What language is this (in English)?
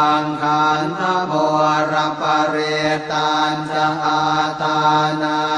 Pali